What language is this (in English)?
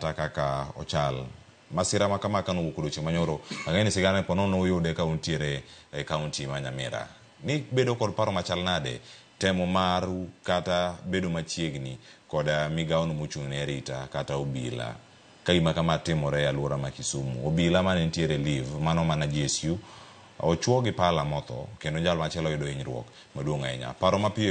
Luo (Kenya and Tanzania)